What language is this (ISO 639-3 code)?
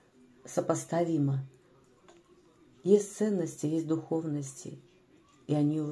rus